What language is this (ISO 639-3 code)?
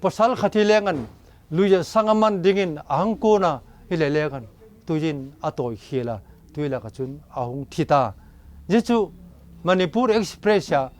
vap